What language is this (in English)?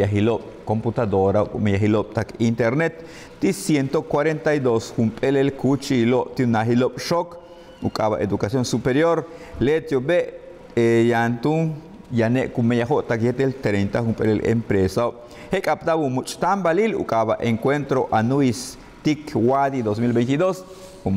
Yucateco